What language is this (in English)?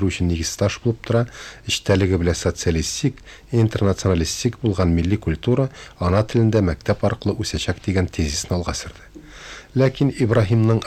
Tatar